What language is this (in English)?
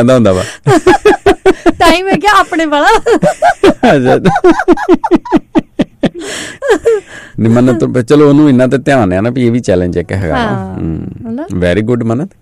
Punjabi